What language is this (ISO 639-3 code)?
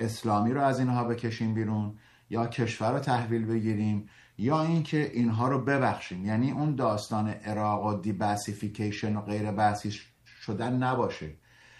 fas